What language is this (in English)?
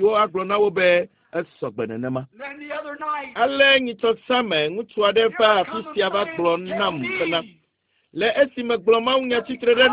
Ewe